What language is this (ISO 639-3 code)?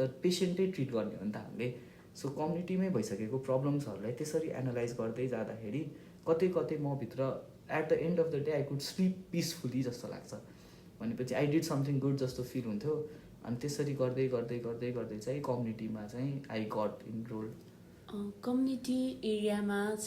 nep